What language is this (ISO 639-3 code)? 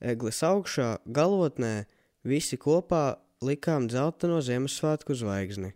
lav